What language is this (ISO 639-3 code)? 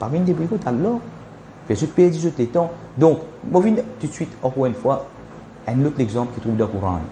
mfe